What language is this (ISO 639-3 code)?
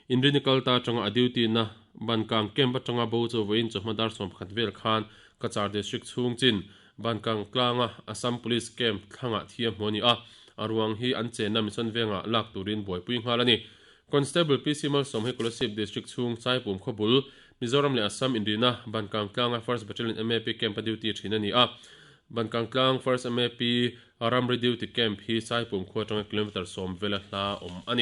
lus